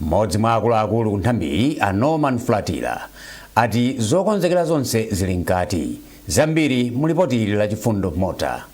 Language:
Nyanja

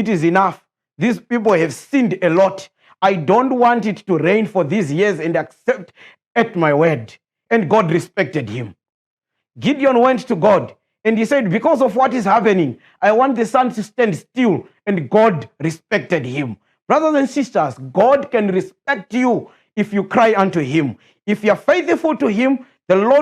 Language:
English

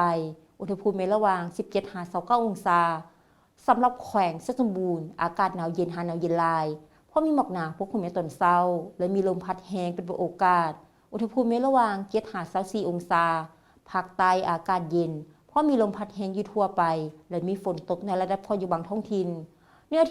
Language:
Lao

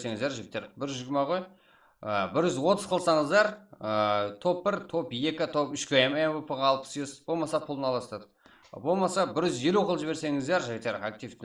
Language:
Kara-Kalpak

